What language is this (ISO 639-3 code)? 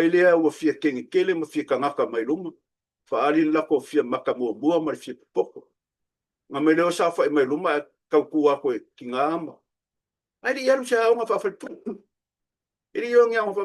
smo